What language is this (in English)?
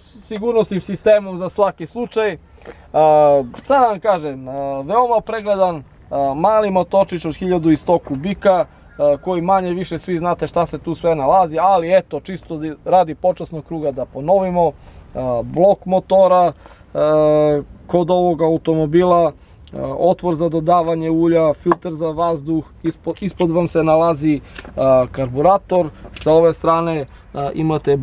Serbian